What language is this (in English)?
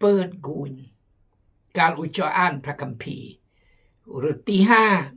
Khmu